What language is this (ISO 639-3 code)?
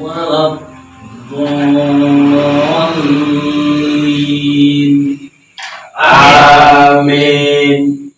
bjn